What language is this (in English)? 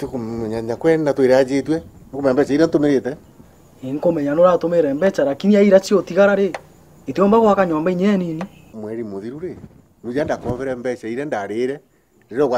Meru